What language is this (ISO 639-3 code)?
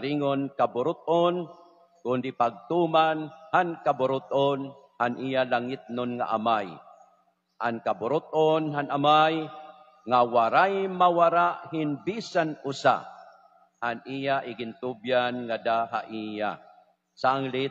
war